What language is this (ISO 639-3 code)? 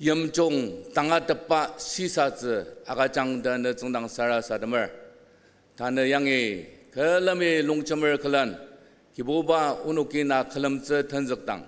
njo